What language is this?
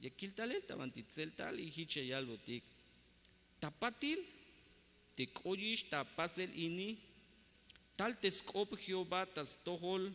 Tzeltal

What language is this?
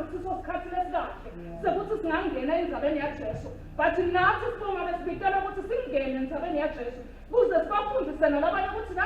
Swati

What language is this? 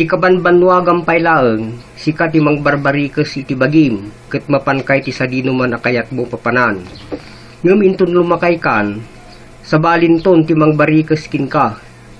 Iloko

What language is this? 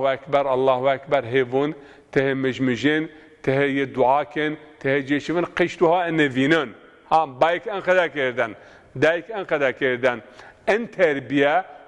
Zaza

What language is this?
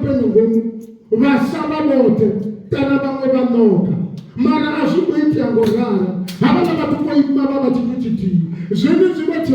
Venda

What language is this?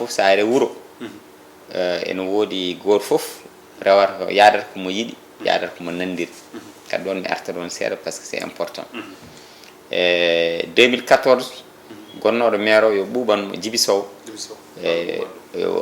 Fula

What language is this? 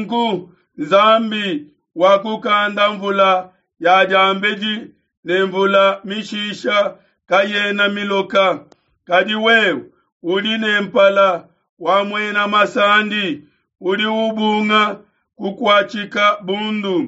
Luba-Lulua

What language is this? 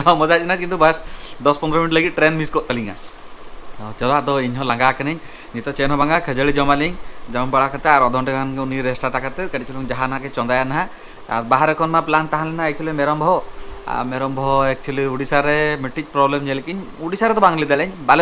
Santali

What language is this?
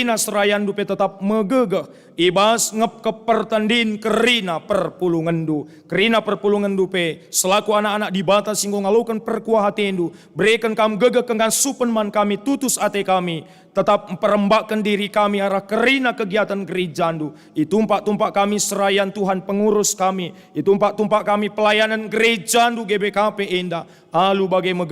Batak Karo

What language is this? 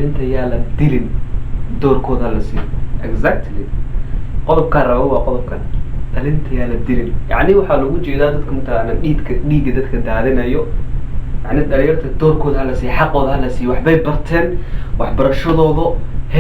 Somali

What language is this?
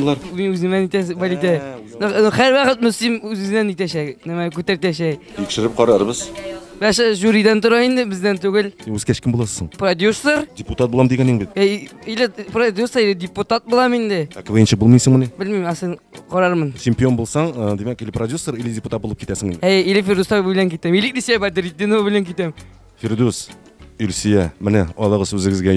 Tatar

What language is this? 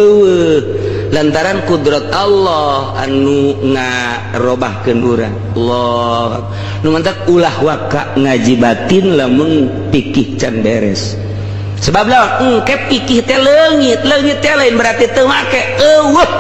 Sundanese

